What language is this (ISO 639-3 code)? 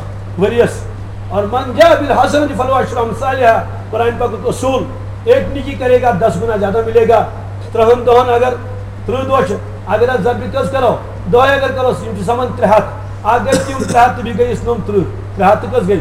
kas